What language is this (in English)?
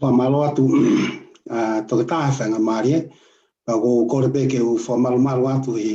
Tongan